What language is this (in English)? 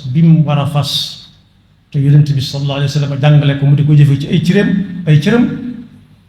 Wolof